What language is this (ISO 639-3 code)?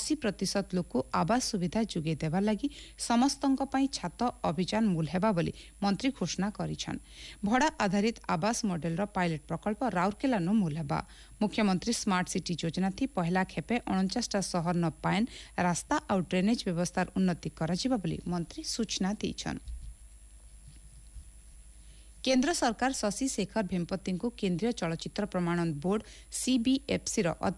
ori